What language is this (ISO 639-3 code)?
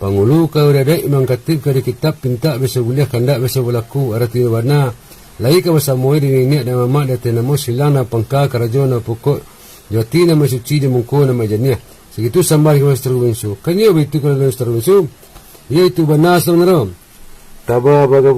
min